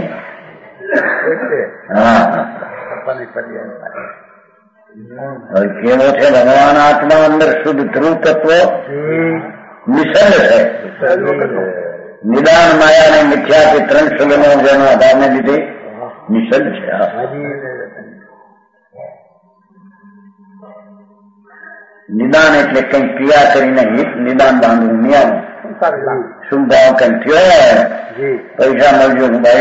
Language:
Gujarati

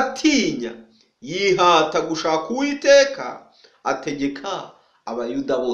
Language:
Kinyarwanda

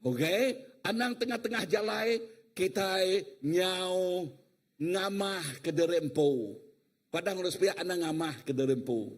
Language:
Iban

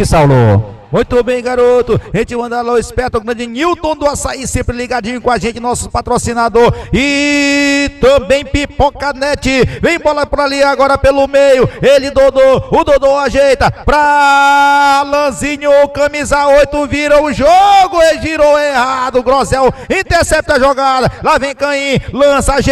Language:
Portuguese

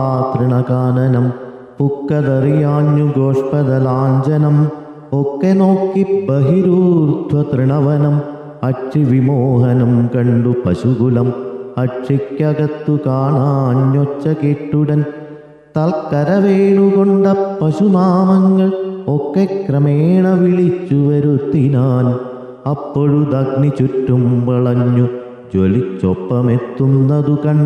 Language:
Malayalam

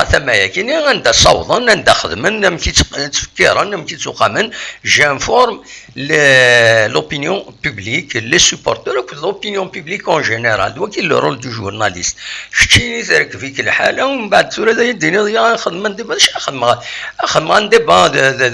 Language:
Kabyle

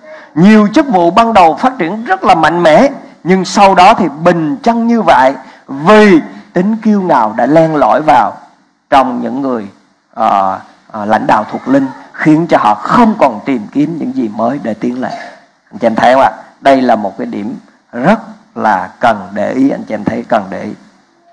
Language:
Vietnamese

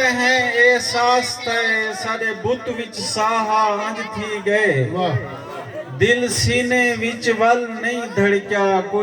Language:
Saraiki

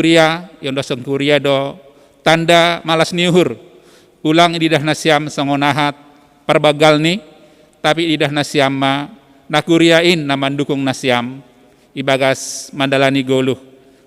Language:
Batak Simalungun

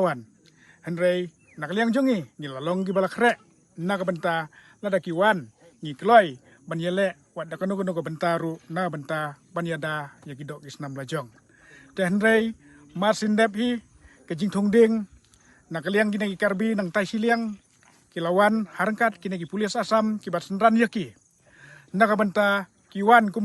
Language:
Khasi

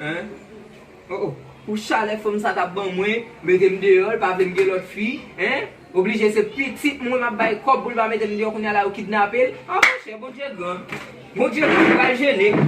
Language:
Haitian Creole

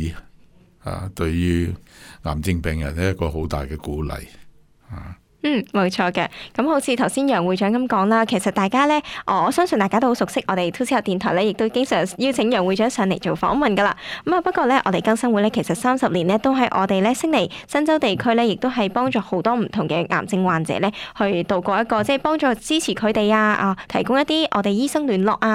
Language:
Cantonese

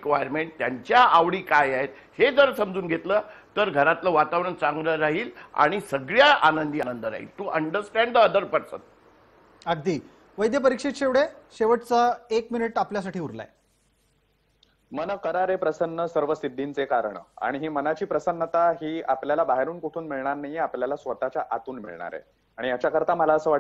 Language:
Marathi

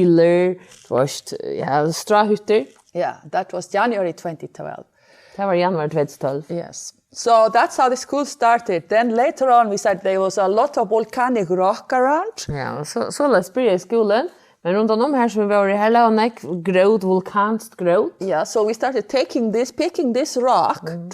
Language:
Faroese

